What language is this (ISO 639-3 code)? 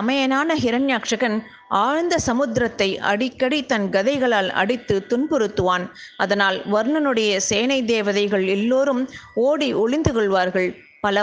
tam